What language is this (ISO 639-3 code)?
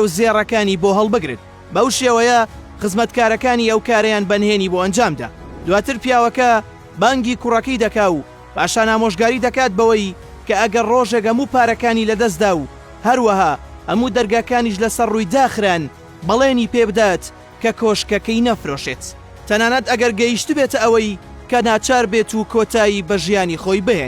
ckb